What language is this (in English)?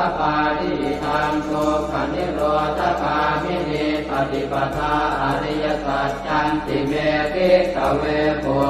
Pali